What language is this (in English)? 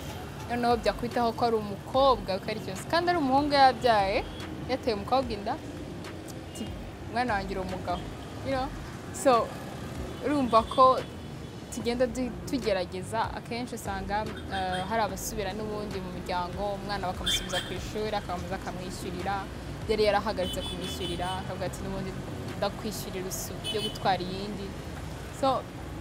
Kinyarwanda